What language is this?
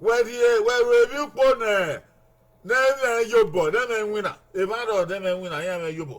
Bini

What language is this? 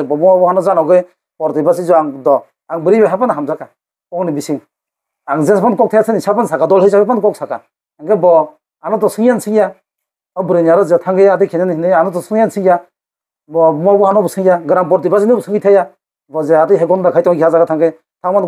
Kok Borok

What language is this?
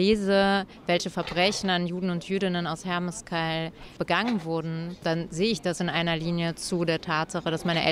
German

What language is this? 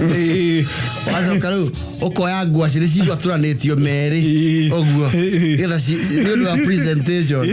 Kikuyu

